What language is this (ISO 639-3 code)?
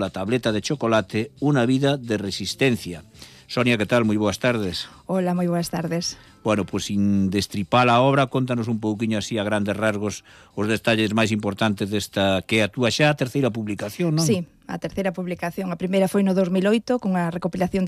glg